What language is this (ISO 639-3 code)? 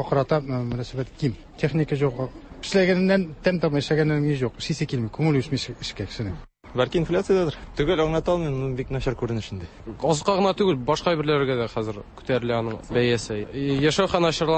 tat